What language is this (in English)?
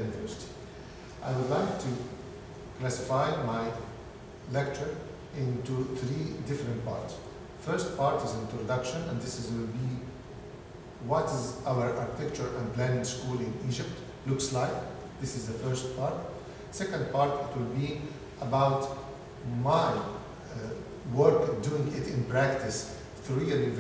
English